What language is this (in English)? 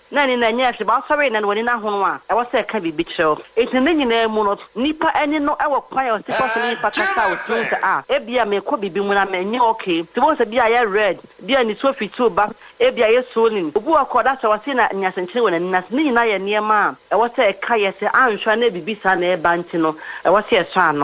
Akan